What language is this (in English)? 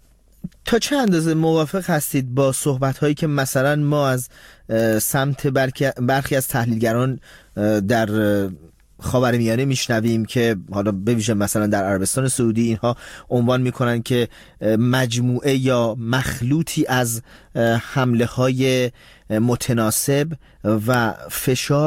Persian